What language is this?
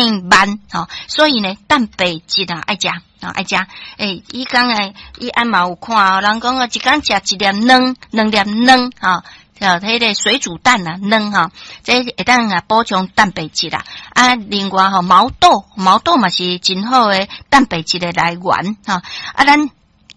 Min Nan Chinese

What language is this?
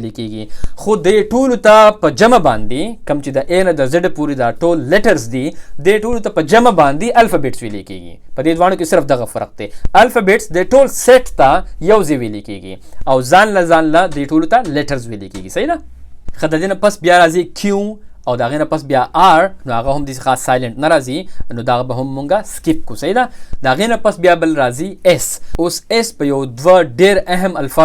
Pashto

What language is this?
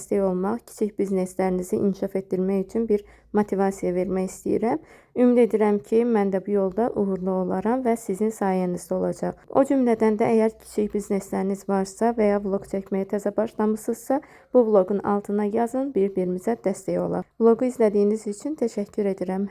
Azerbaijani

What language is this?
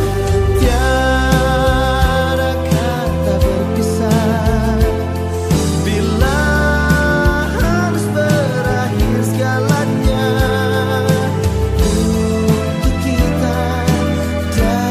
Indonesian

